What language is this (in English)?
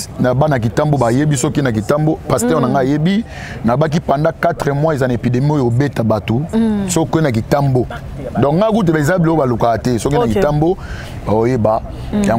Lingala